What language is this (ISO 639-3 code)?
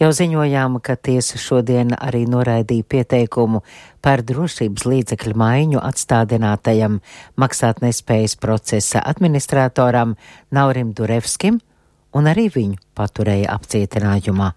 lav